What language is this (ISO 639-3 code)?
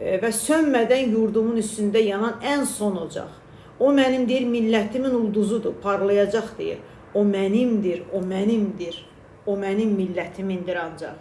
aze